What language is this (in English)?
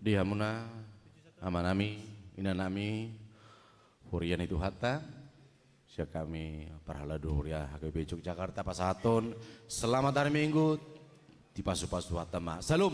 Batak Toba